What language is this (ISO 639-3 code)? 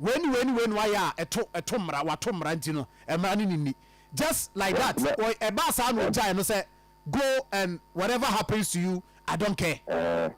aka